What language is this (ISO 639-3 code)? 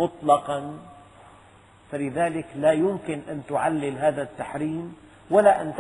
ara